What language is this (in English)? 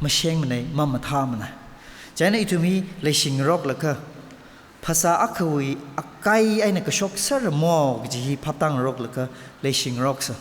Tangkhul Naga (India)